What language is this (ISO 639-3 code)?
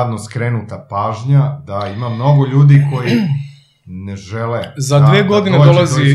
srp